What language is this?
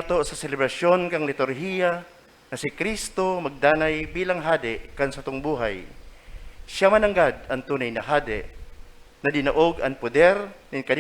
Bikol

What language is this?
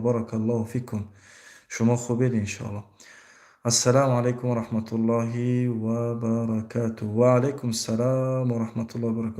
Tajik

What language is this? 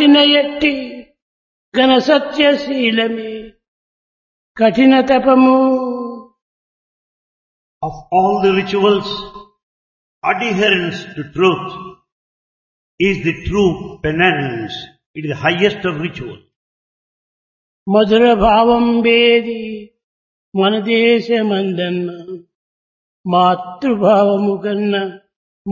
Telugu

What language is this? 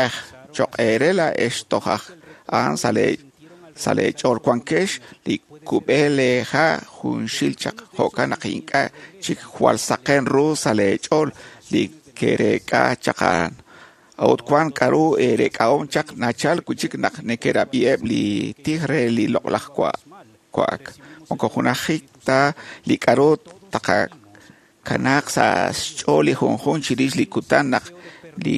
Kekchí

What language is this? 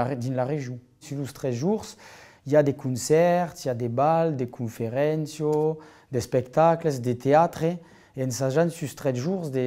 Occitan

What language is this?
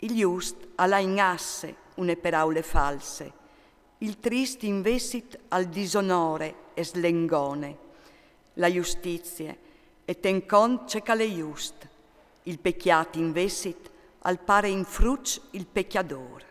Friulian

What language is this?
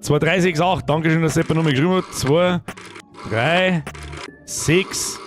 Bavarian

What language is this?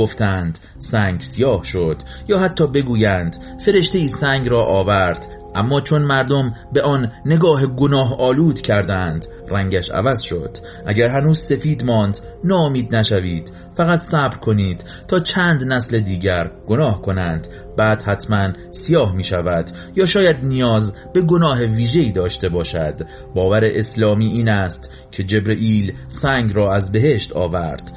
Persian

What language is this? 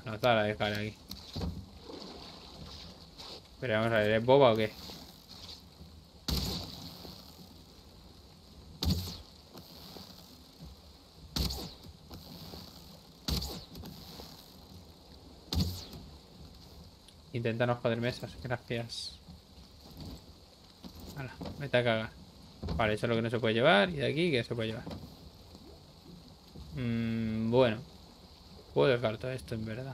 Spanish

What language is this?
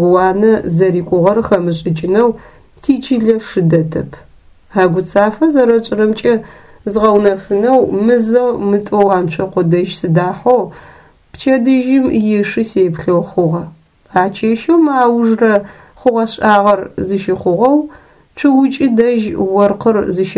Adyghe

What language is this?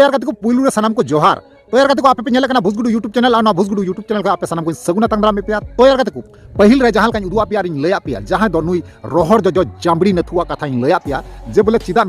Santali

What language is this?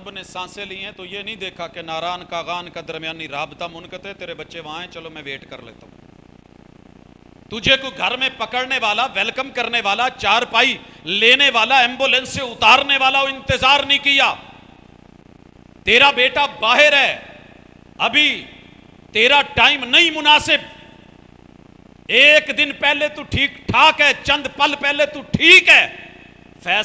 Urdu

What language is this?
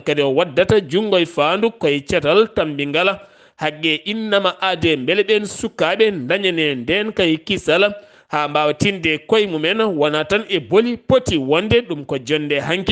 Fula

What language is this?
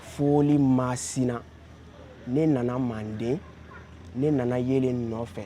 Bambara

